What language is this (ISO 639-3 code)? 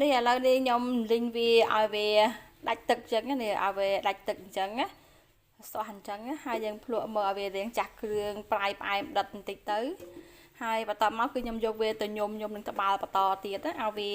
khm